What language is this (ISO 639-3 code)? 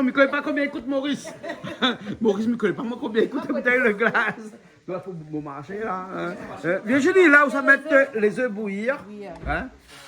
rcf